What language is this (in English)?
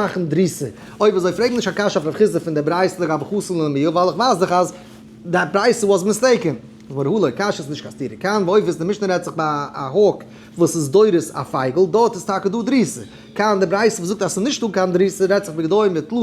Yiddish